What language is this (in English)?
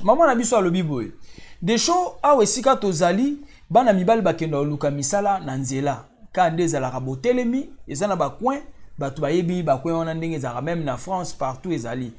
Lingala